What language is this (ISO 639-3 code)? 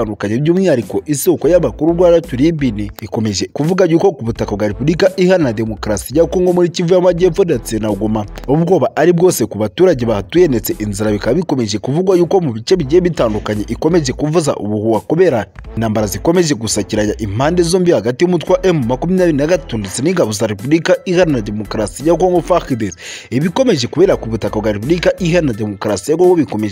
kin